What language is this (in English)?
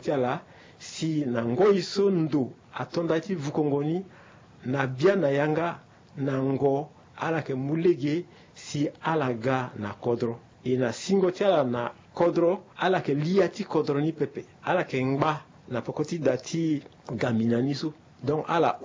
Sango